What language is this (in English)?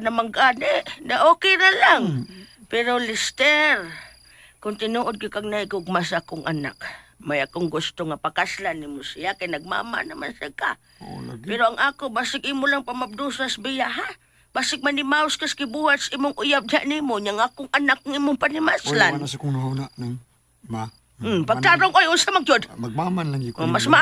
Cebuano